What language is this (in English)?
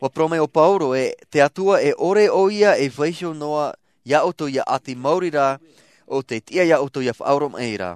Tahitian